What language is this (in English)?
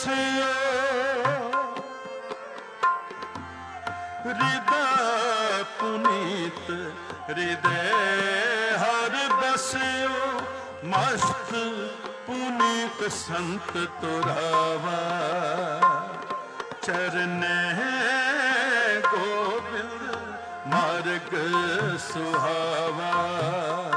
Punjabi